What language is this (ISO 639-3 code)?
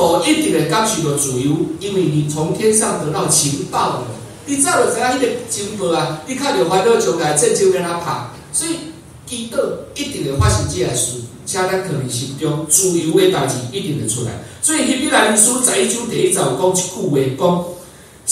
nan